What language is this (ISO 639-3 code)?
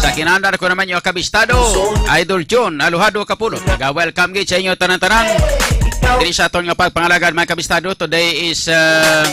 hil